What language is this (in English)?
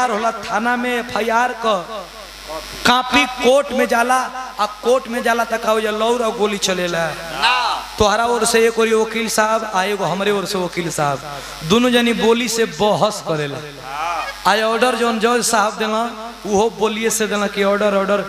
Bhojpuri